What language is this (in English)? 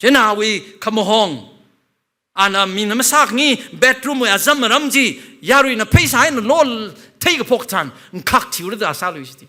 Tangkhul Naga (India)